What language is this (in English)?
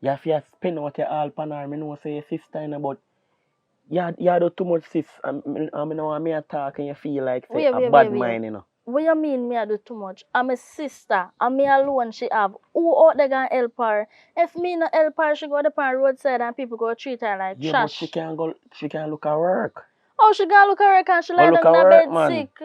Jamaican Creole English